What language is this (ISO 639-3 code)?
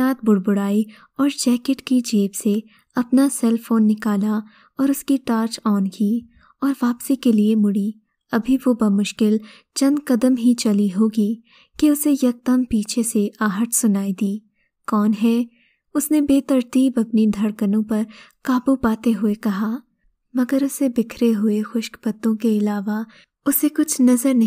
urd